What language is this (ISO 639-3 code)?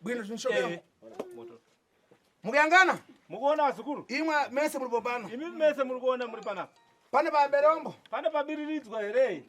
sna